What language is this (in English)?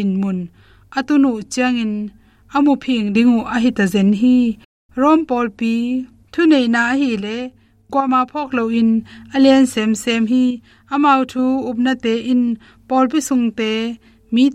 Tedim Chin